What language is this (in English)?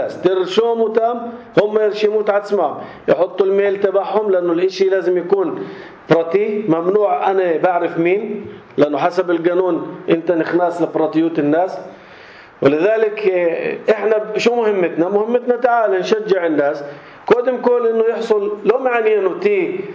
North Levantine Arabic